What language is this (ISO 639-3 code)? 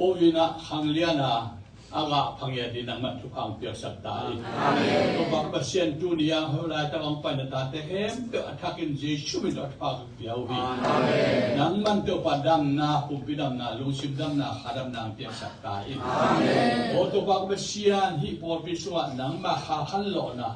ctd